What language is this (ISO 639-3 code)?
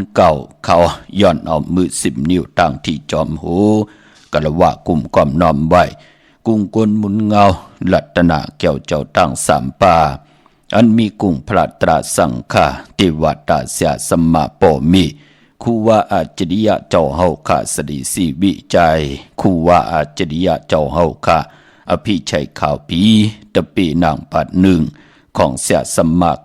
shn